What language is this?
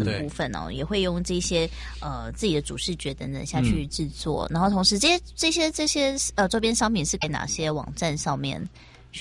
Chinese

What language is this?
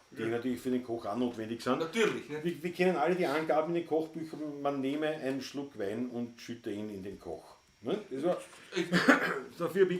Bavarian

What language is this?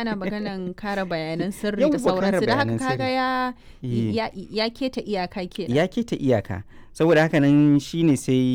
Hausa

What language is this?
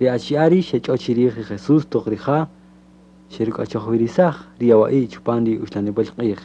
Kaqchikel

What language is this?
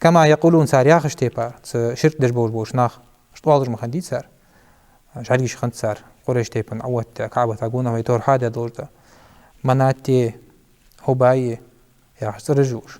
Ingush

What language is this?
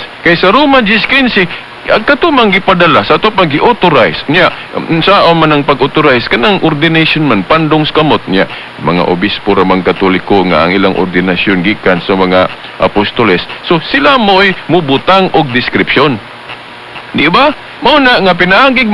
Cebuano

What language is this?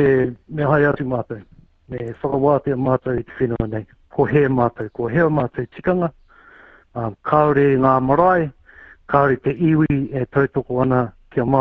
Māori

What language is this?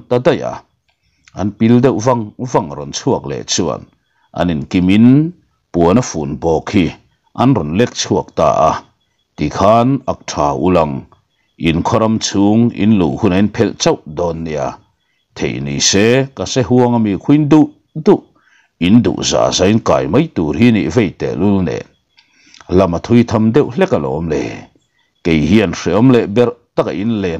Mizo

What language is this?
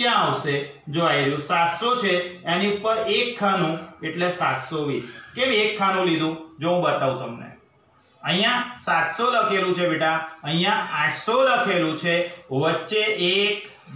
Gujarati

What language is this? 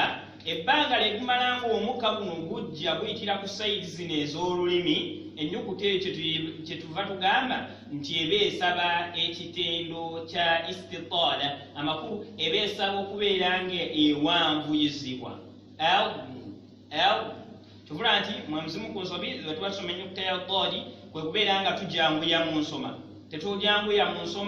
Ganda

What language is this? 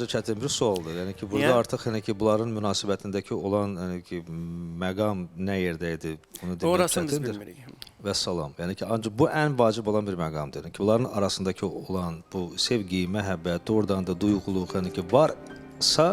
Azerbaijani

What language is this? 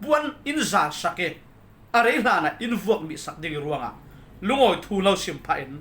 Falam Chin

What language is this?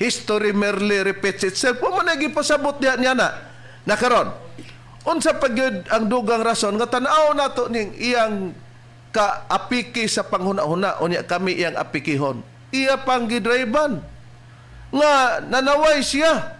Cebuano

